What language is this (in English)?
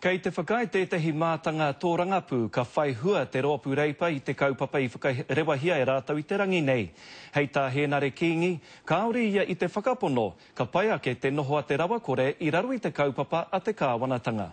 Māori